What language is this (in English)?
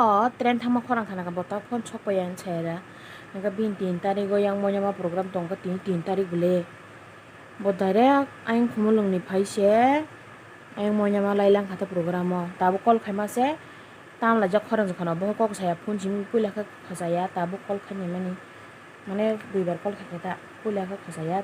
Kok Borok